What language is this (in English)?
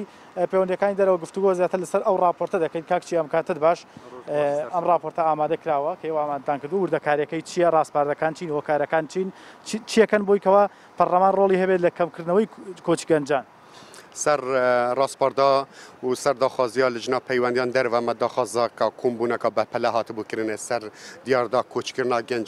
Central Kurdish